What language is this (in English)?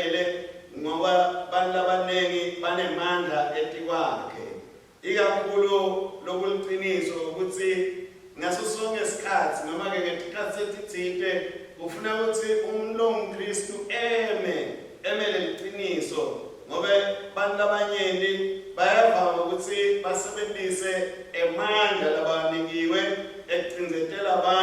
Swati